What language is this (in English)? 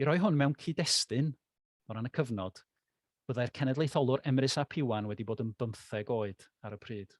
Welsh